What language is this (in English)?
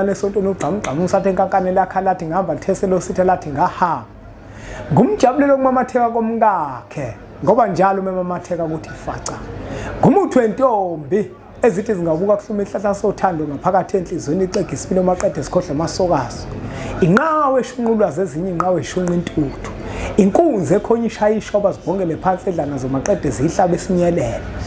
Zulu